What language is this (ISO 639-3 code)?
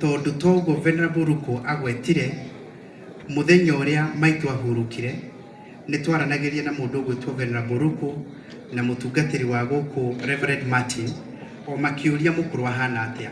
kik